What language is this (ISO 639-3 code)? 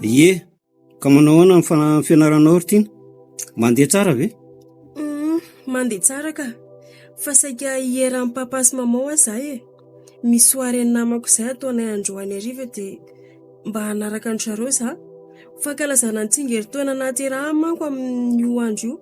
mlg